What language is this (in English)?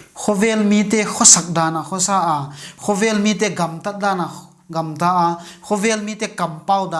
Paite Chin